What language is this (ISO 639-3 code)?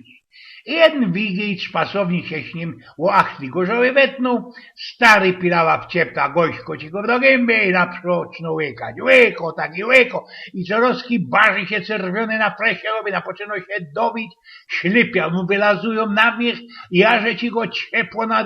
szl